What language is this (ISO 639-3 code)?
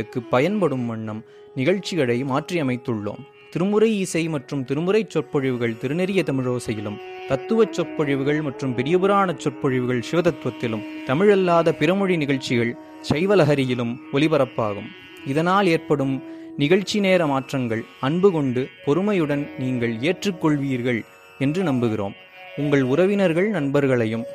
tam